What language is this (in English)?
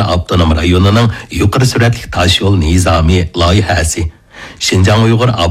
Uyghur